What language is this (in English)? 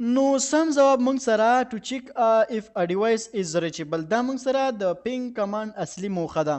Pashto